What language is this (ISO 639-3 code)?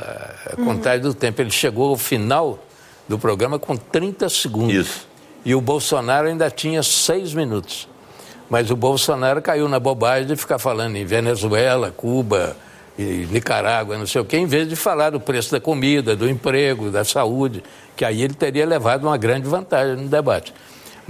por